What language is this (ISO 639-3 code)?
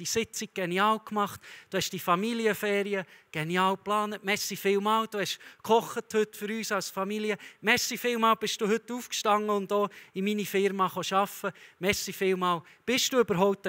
gsw